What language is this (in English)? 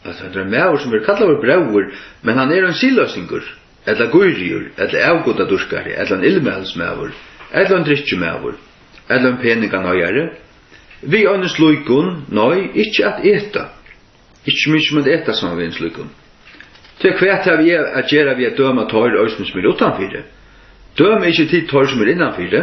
Faroese